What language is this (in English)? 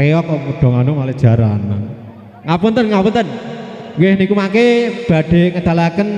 Javanese